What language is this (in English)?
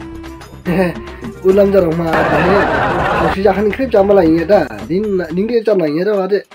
Dimasa